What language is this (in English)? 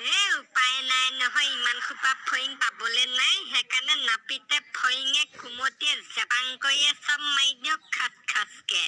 Assamese